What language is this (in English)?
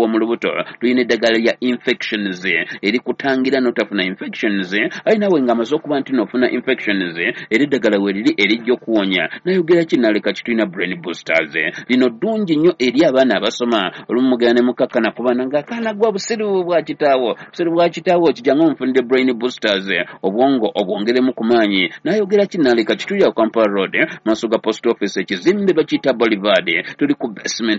Ganda